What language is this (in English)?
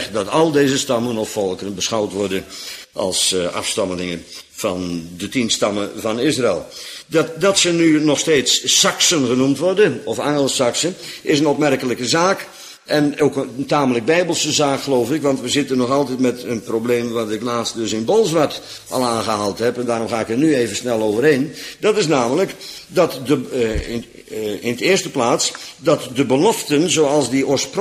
Dutch